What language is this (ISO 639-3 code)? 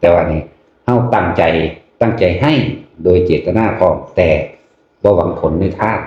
tts